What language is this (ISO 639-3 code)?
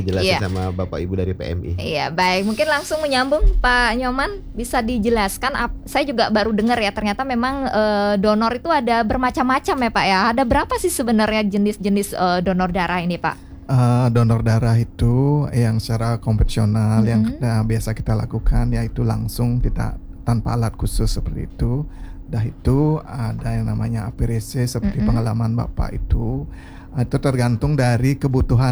ind